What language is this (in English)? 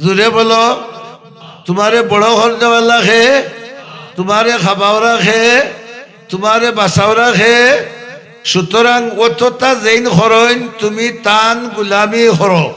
Sylheti